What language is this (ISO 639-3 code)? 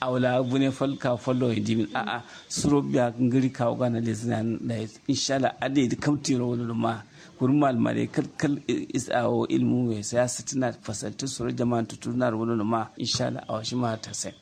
kau